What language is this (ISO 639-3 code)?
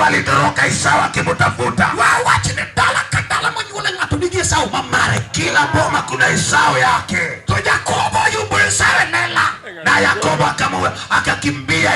luo